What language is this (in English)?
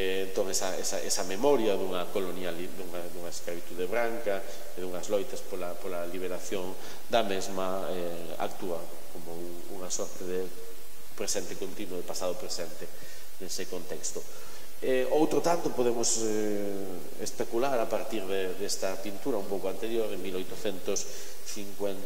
Galician